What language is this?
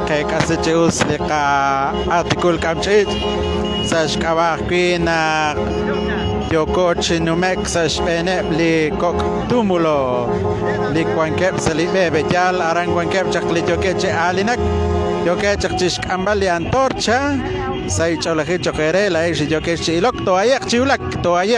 Kekchí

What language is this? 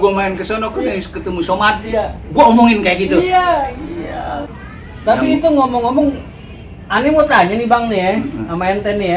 Betawi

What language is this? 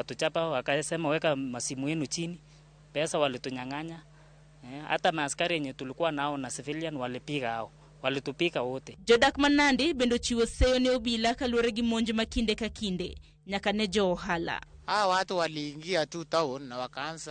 Luo (Kenya and Tanzania)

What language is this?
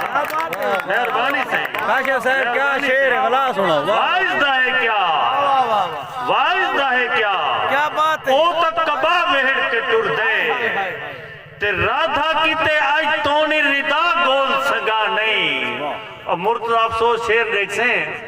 Saraiki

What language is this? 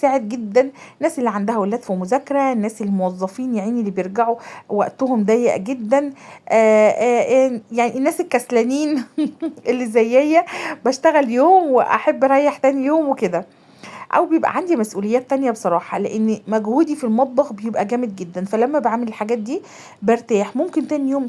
Egyptian Arabic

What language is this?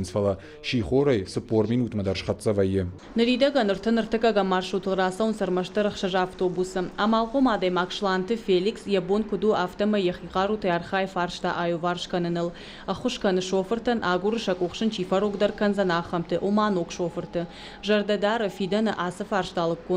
Ossetic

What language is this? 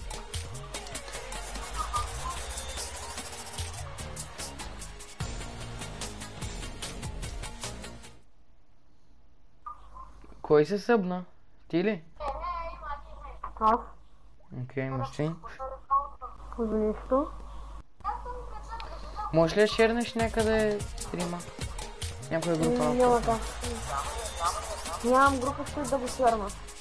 Bulgarian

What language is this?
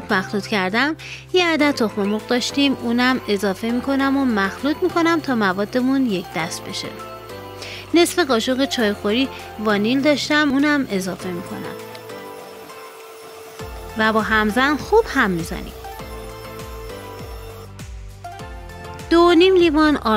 Persian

